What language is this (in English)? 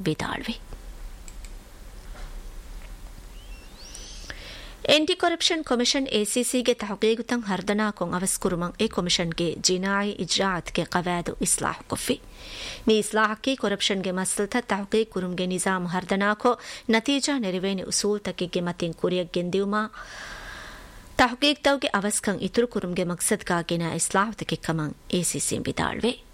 Divehi